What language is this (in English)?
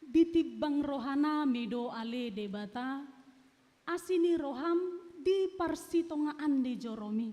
Batak Toba